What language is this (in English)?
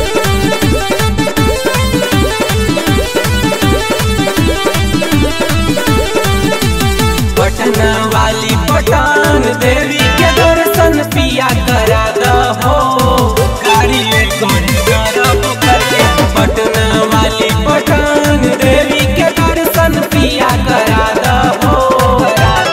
Bhojpuri